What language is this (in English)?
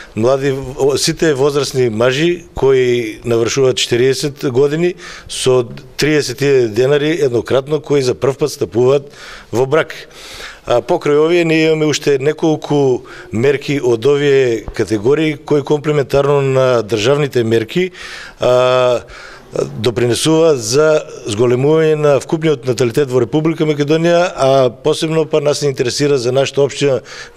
Macedonian